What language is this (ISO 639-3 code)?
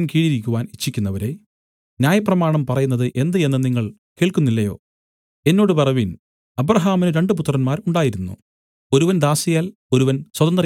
mal